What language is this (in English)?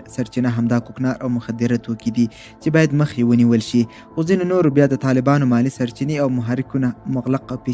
Pashto